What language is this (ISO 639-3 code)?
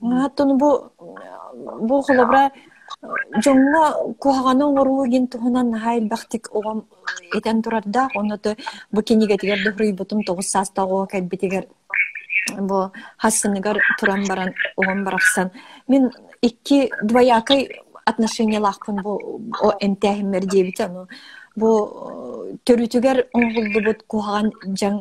sah